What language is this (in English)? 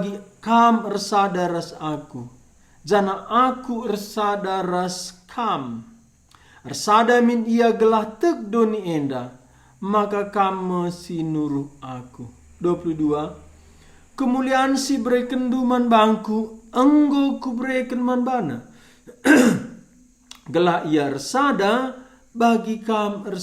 Batak Karo